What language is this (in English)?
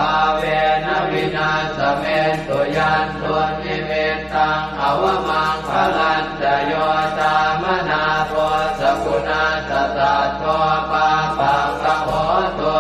Pali